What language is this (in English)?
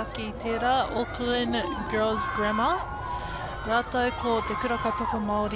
Māori